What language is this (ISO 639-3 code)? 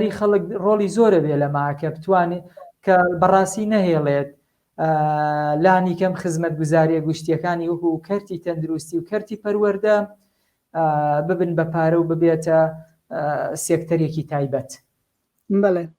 ckb